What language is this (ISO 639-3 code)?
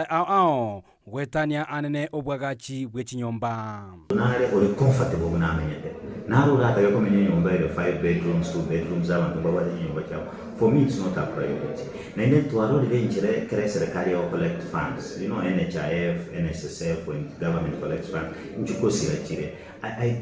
guz